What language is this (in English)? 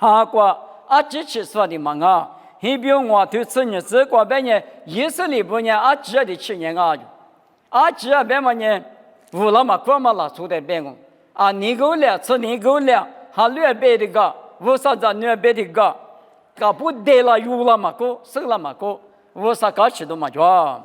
Lisu